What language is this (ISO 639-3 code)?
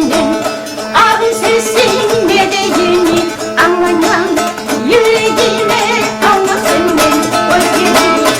kum